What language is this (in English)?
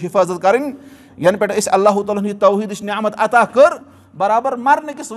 Kashmiri